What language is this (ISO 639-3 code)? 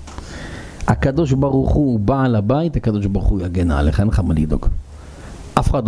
heb